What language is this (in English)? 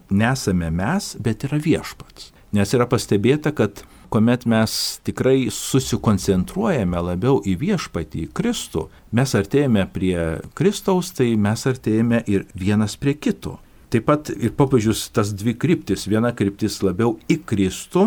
Lithuanian